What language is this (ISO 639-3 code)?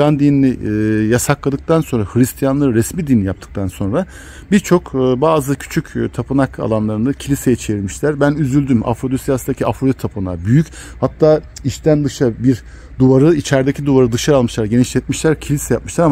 tur